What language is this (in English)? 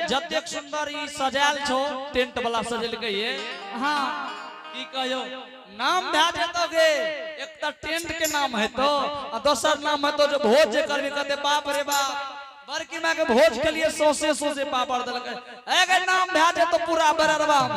Angika